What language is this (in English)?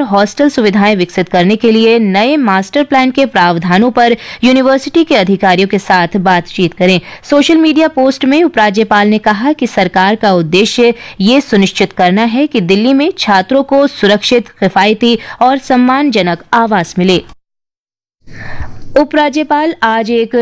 Hindi